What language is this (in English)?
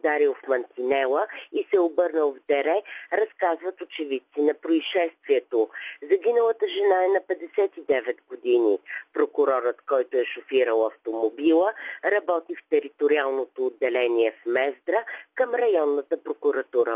Bulgarian